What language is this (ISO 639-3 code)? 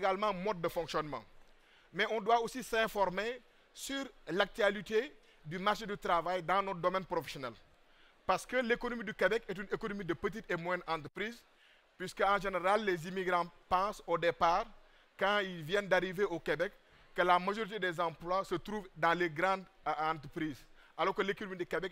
fra